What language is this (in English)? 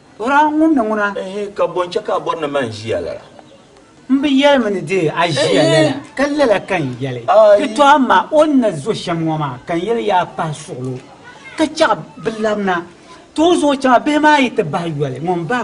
Dagbani